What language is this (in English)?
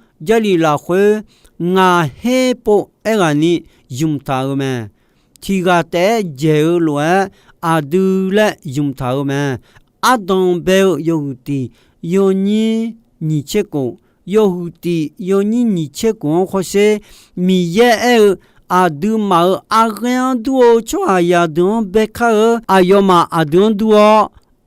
Akha